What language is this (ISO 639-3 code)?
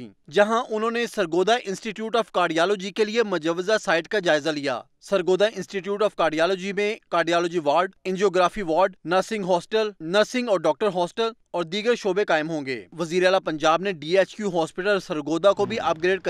urd